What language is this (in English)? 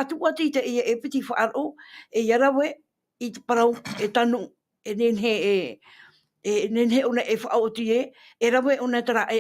Tahitian